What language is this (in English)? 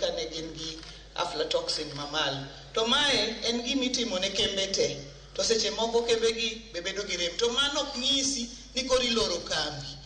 Luo (Kenya and Tanzania)